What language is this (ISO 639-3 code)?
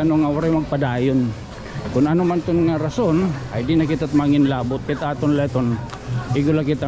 war